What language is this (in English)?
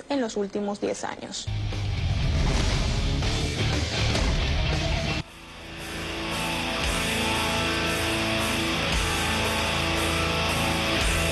Spanish